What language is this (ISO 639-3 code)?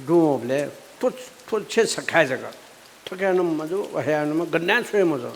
new